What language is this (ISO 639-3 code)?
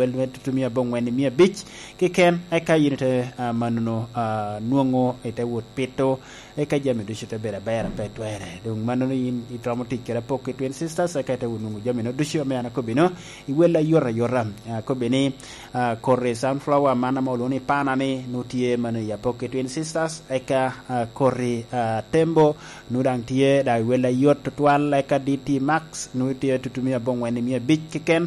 laj